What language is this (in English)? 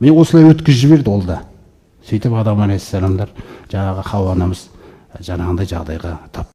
Kazakh